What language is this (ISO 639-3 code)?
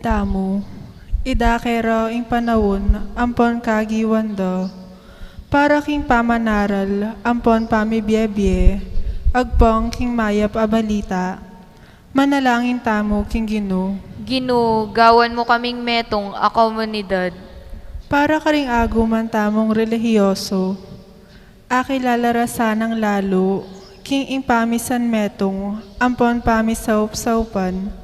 pam